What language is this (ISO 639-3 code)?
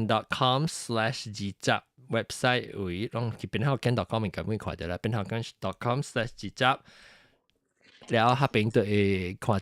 nan